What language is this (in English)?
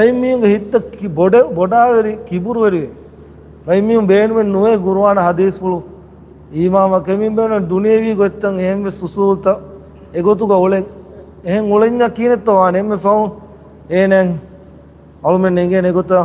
Divehi